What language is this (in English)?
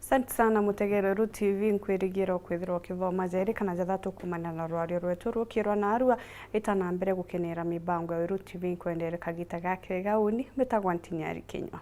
Meru